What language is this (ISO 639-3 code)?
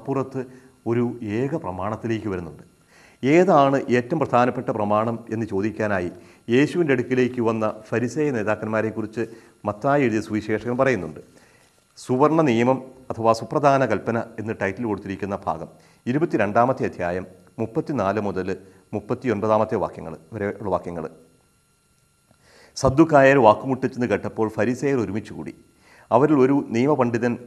mal